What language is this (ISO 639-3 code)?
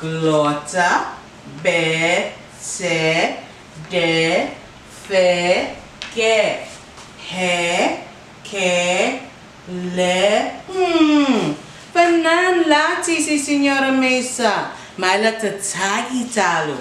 cha